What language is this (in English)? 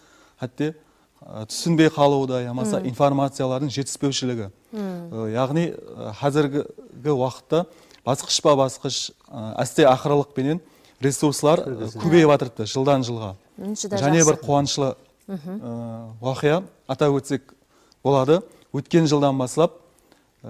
Kara-Kalpak